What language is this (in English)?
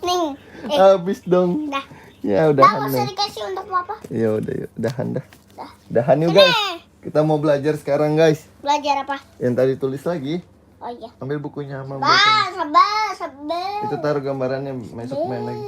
Betawi